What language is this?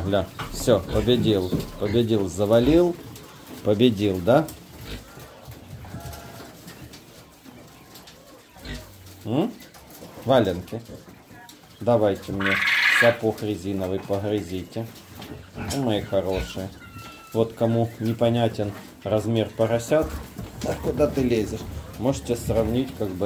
Russian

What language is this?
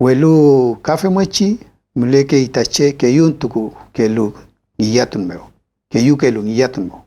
Mapuche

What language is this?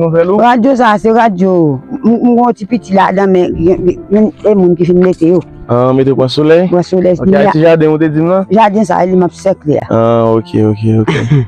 Haitian Creole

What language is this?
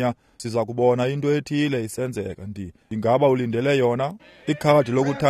Xhosa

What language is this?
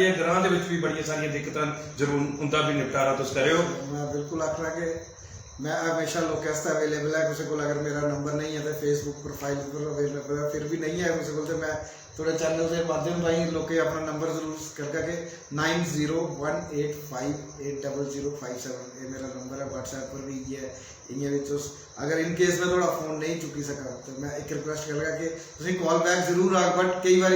Dogri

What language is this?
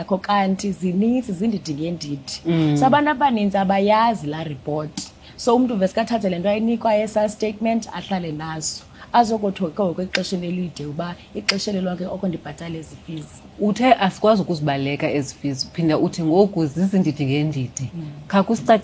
Xhosa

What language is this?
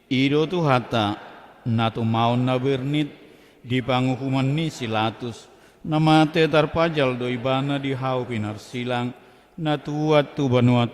Batak Toba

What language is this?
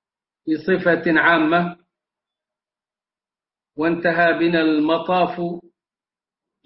Arabic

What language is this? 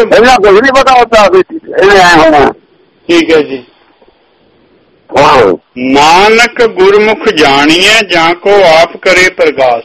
Punjabi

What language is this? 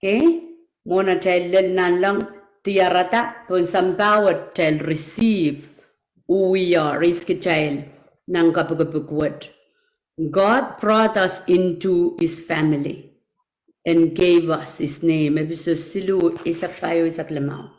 Pohnpeian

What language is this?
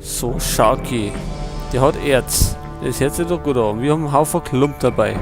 Bavarian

